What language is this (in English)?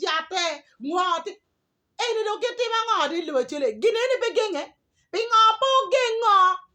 Acoli